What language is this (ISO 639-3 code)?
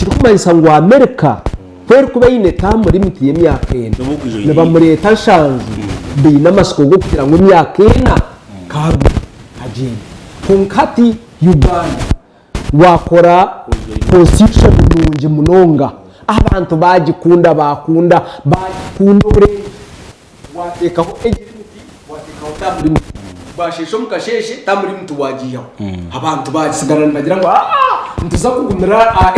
nyn